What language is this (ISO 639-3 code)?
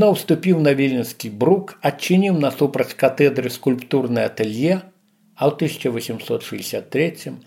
bel